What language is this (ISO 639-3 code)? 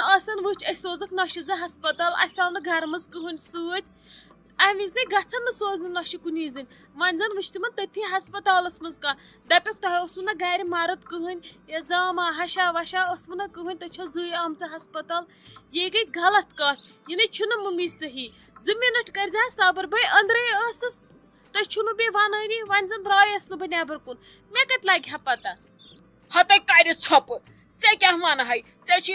kas